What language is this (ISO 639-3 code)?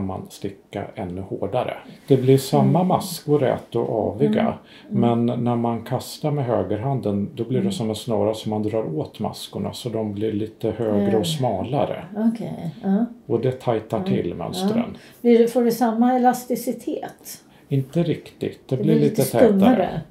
swe